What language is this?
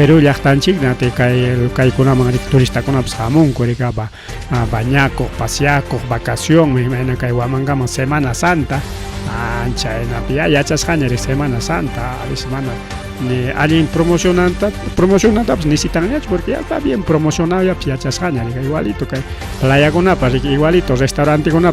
Ayacucho Quechua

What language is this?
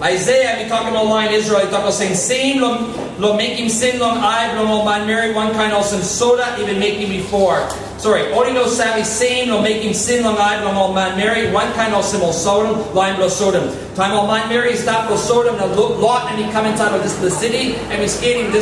Tok Pisin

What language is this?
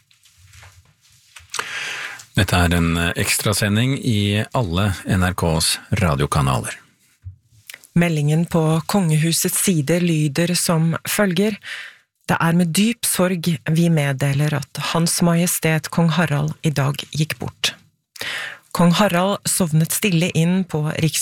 Norwegian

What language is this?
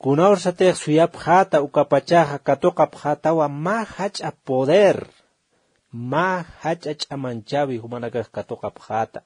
Aymara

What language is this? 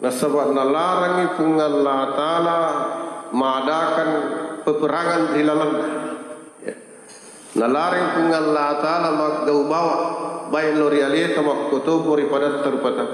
Buginese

